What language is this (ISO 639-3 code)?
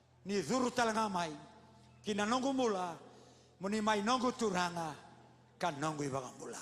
fij